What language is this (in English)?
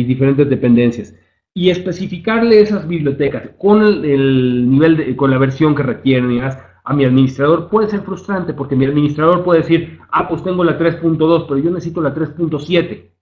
Spanish